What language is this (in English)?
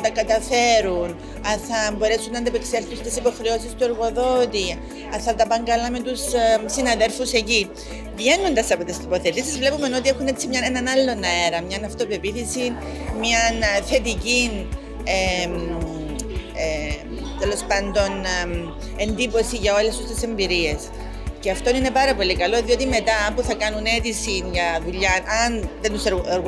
Greek